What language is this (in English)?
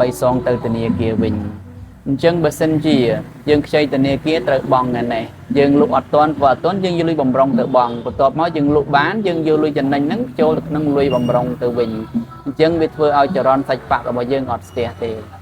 Khmer